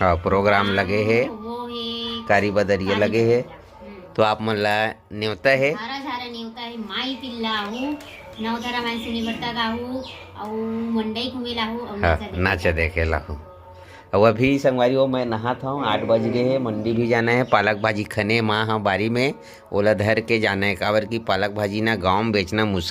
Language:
Chhattisgarhi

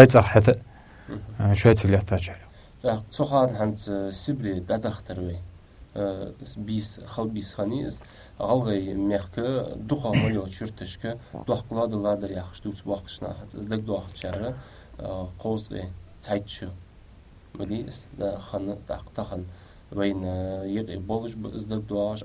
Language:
Ingush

